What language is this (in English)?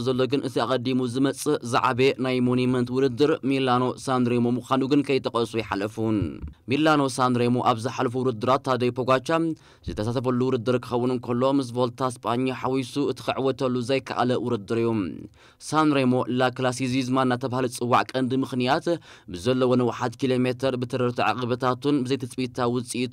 Tigrinya